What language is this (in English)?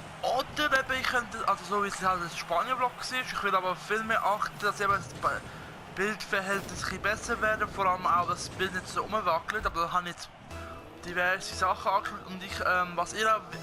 Swiss German